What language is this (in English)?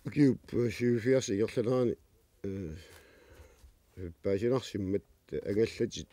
Kalaallisut